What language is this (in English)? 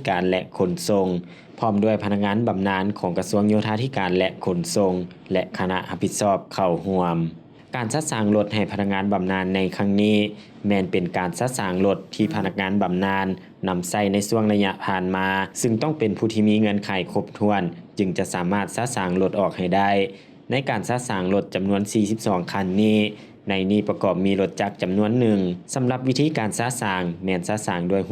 Lao